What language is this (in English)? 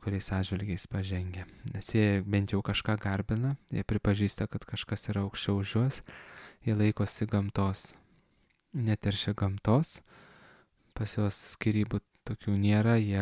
Lithuanian